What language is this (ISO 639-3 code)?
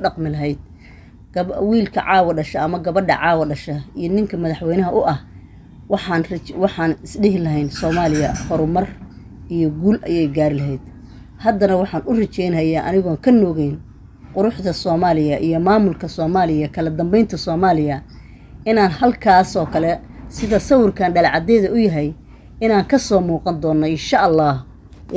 som